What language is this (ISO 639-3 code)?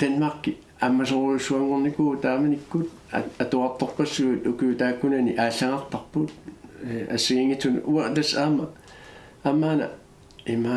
kal